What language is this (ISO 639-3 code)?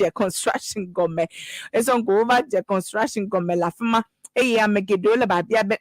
ewe